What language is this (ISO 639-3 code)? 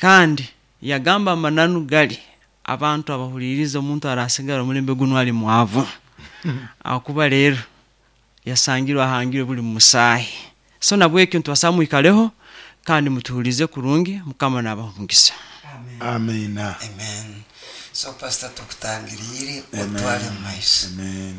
nyo